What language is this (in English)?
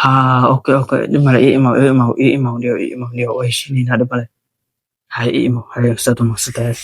Somali